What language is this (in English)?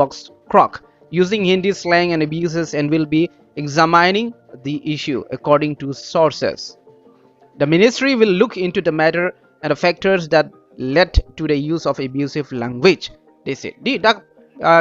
Karbi